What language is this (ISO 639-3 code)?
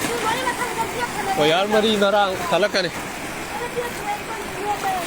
mni